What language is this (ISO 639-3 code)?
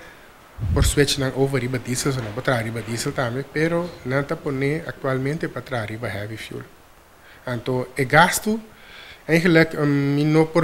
pap